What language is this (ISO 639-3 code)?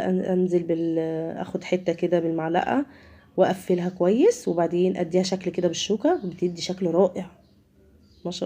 arz